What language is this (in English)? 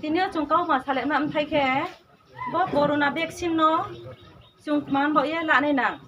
Riang (India)